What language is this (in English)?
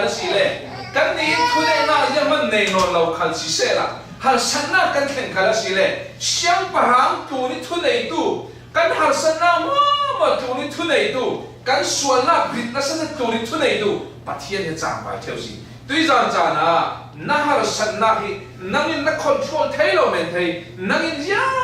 Falam Chin